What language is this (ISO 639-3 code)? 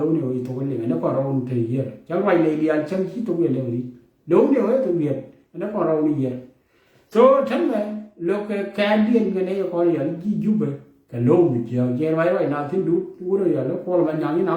nus